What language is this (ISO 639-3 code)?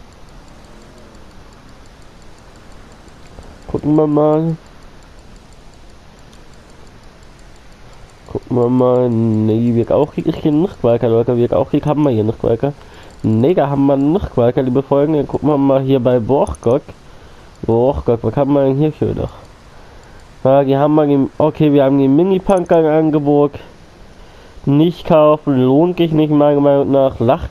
deu